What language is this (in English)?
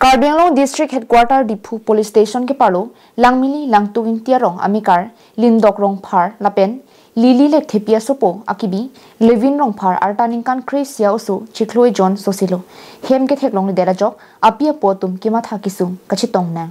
Karbi